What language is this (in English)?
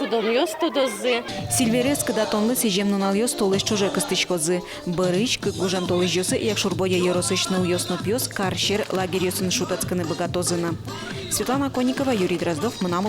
Udmurt